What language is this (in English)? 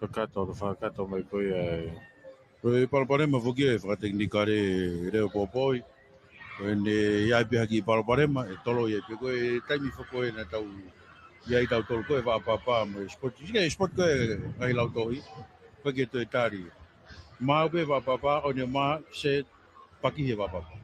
Tongan